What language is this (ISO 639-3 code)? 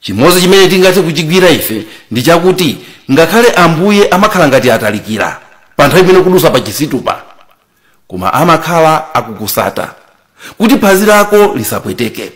nya